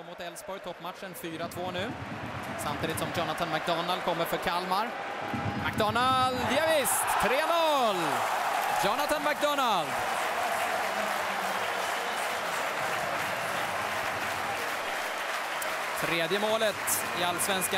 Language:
Swedish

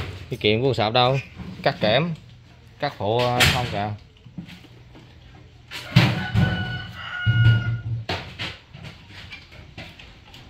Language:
Vietnamese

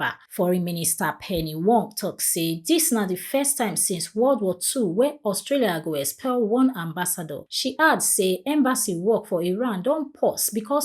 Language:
Nigerian Pidgin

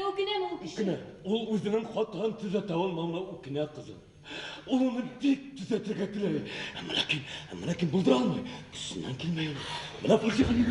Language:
Bashkir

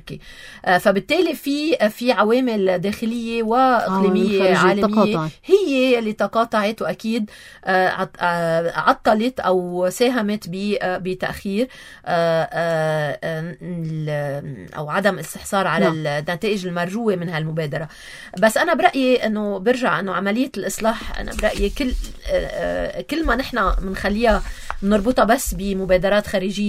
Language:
North Levantine Arabic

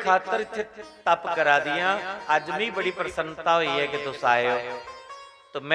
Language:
Dogri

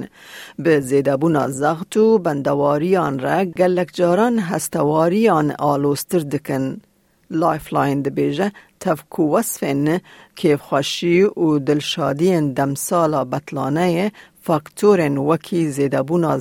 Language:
Kurdish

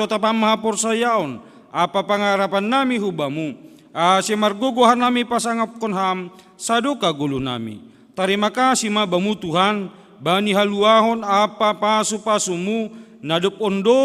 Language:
Batak Simalungun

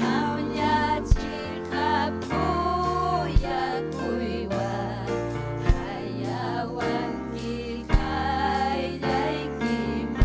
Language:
Ayacucho Quechua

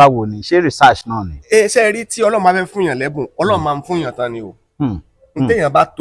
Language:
Yoruba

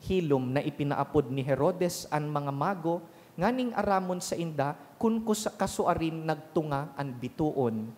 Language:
Bikol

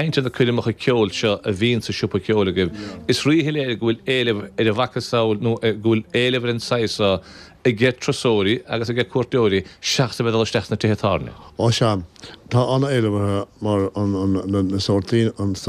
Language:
Irish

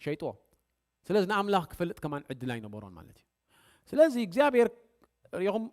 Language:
Tigrinya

